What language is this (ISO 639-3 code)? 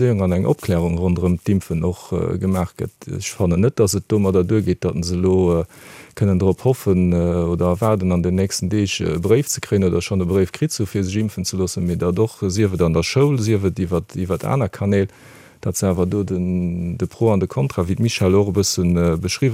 ltz